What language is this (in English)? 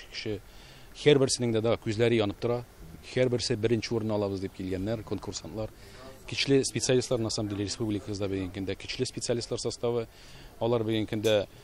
Tatar